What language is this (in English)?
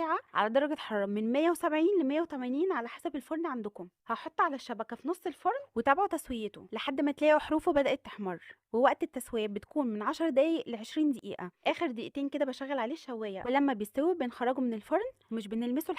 Egyptian Arabic